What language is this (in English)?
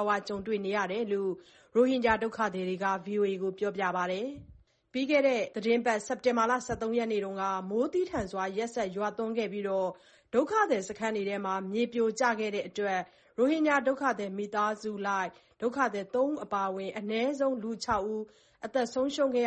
Burmese